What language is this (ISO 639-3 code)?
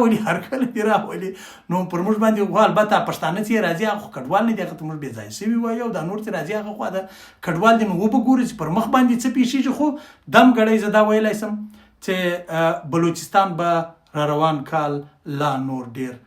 pus